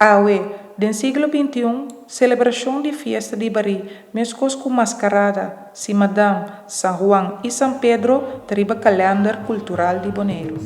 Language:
Papiamento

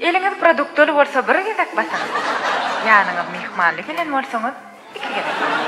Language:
Turkmen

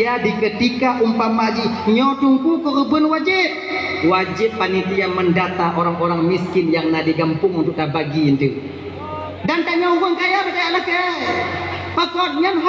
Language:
Achinese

